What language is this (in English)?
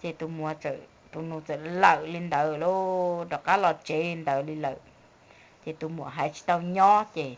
Hmong